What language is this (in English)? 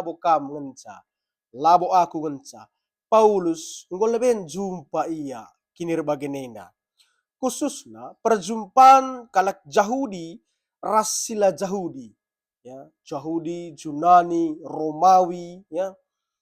Batak Karo